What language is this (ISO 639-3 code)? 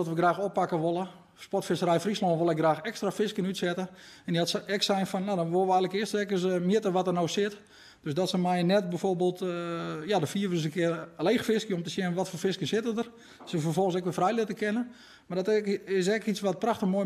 fry